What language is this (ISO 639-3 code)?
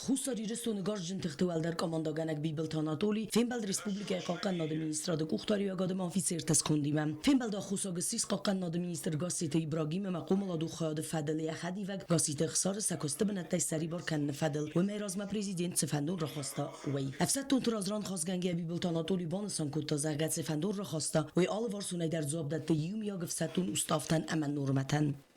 oss